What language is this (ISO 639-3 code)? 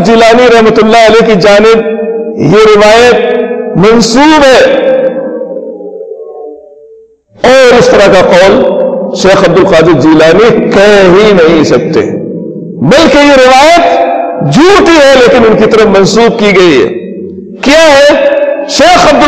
urd